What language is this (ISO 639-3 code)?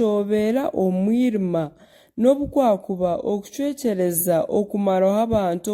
nyn